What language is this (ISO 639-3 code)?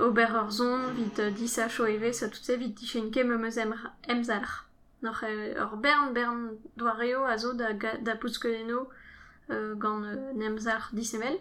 bre